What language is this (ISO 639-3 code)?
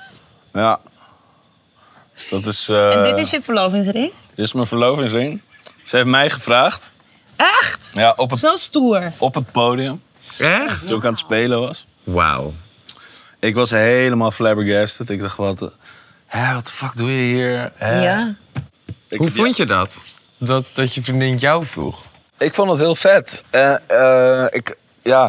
nld